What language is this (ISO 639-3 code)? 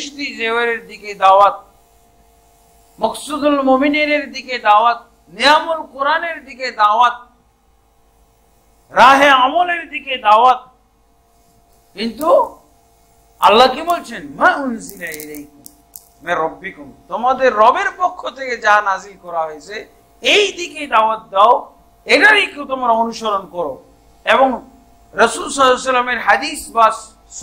ben